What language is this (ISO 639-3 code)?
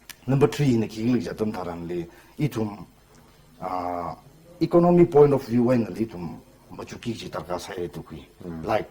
nmf